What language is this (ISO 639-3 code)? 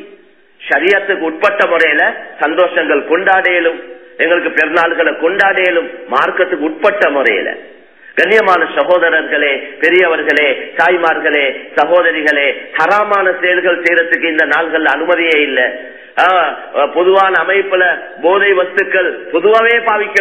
tam